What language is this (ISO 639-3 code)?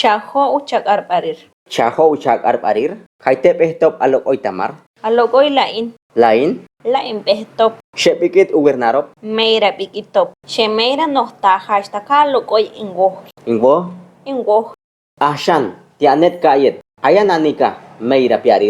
caa